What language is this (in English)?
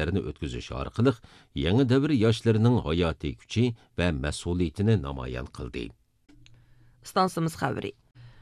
Uyghur